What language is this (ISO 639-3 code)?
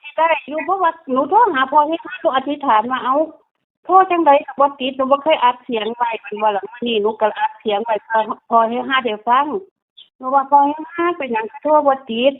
tts